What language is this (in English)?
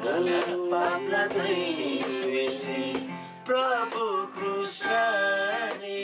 Eastern Tamang